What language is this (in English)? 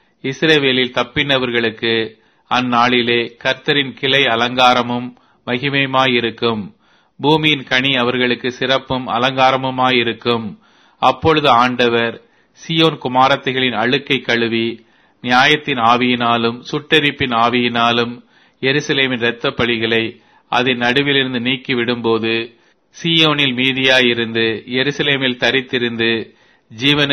Tamil